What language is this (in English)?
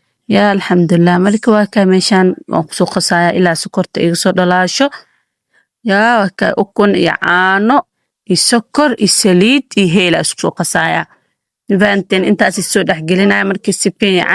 Somali